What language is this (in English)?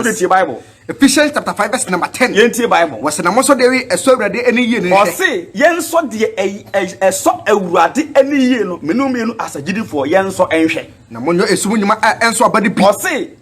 Akan